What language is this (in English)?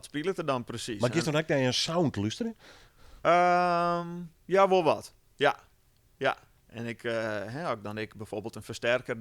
Western Frisian